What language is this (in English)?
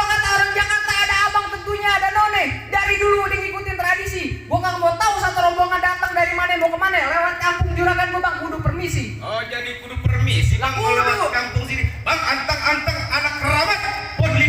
Betawi